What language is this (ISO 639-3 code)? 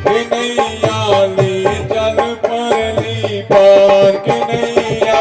doi